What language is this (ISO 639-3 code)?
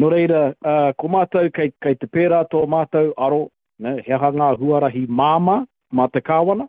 mri